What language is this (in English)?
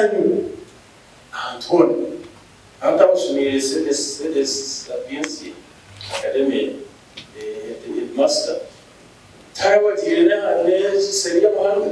Nyankole